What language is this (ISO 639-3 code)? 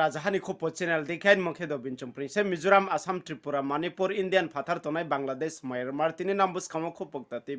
ria